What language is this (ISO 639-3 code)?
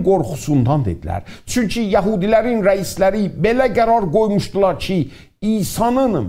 azb